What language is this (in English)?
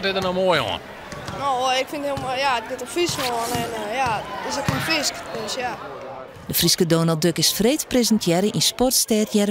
Western Frisian